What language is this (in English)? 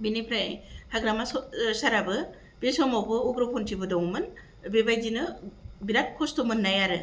Bodo